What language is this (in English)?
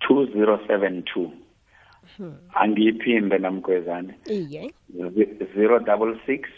South Ndebele